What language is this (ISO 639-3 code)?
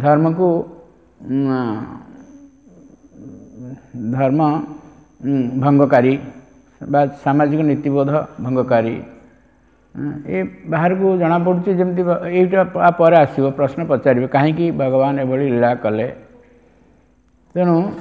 ori